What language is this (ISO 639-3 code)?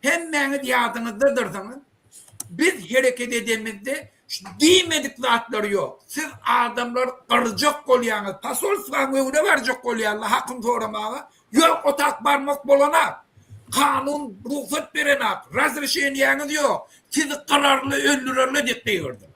tuk